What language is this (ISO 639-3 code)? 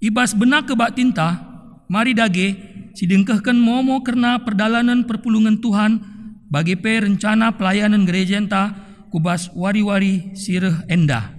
btx